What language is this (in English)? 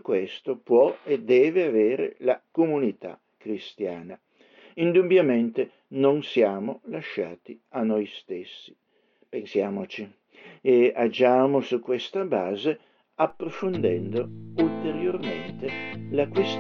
Italian